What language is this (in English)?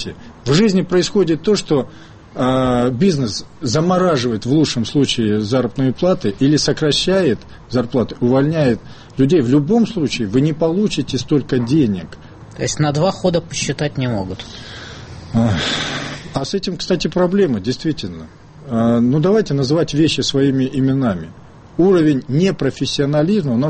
Russian